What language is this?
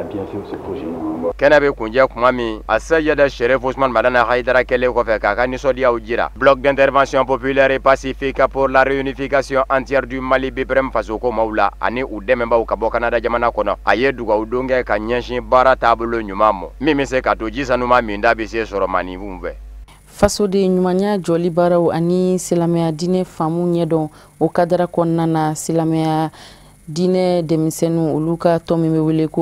Bambara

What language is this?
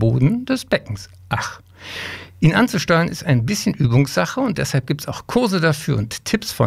German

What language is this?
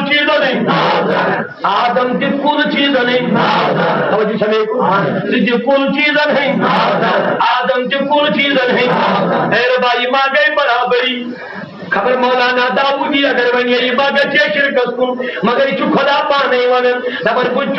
Kashmiri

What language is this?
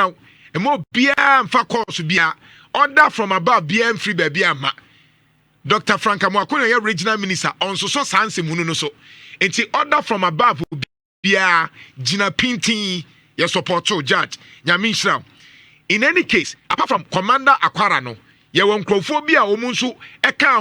Akan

